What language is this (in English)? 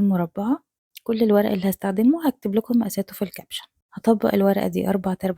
Egyptian Arabic